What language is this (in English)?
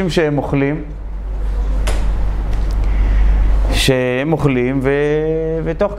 Hebrew